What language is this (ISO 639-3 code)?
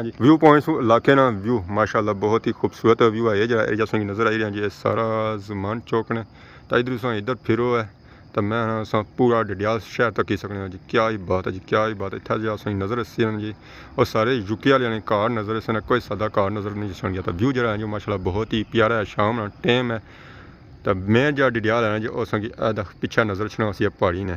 phr